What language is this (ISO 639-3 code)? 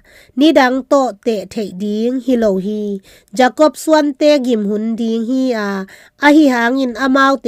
ctd